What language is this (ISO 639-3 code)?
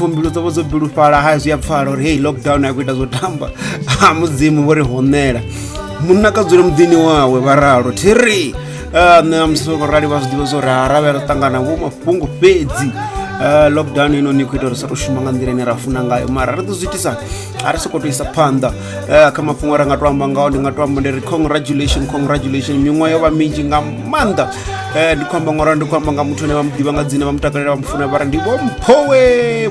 ven